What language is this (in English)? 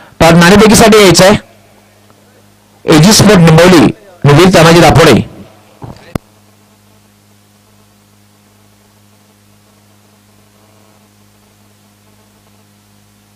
Marathi